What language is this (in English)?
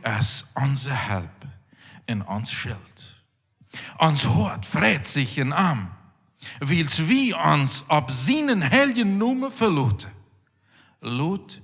Plautdietsch